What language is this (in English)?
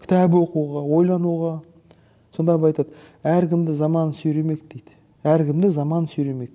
Kazakh